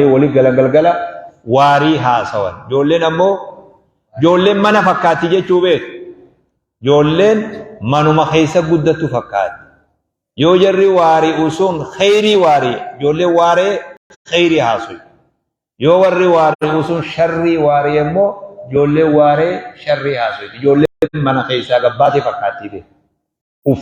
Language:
Oromo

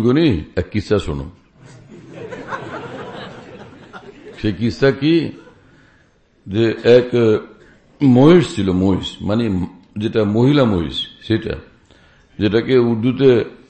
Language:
Bangla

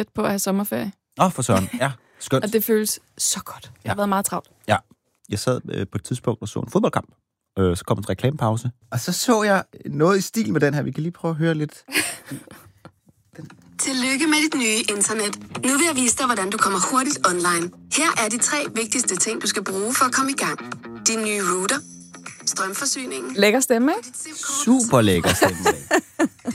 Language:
Danish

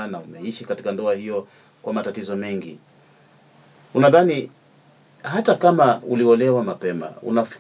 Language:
Swahili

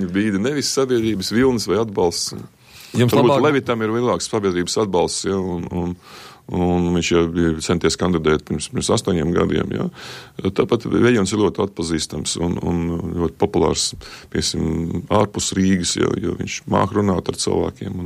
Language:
Latvian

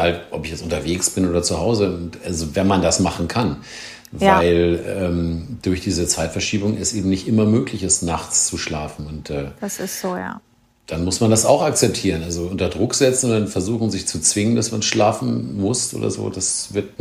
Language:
German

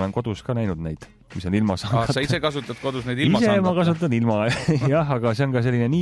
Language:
Estonian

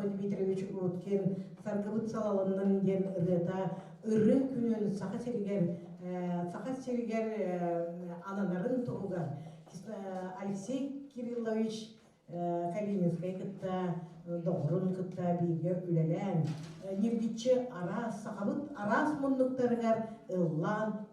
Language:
Yakut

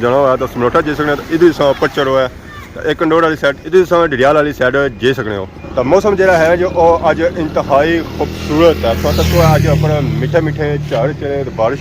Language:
Pahari-Potwari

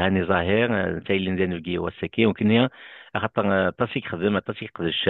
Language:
Kabyle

